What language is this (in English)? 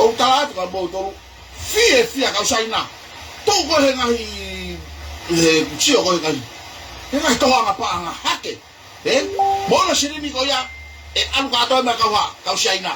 Tongan